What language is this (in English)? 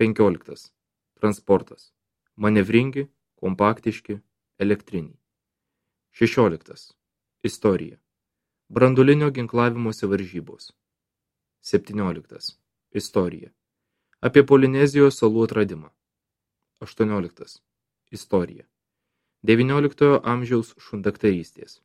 Lithuanian